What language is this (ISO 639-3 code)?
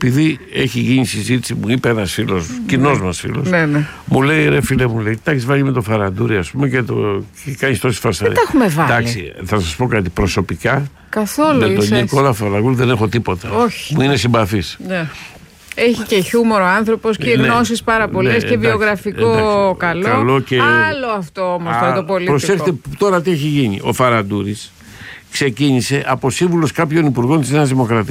ell